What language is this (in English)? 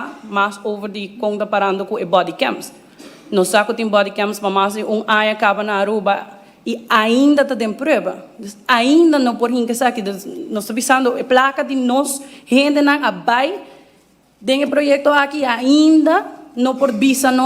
Papiamento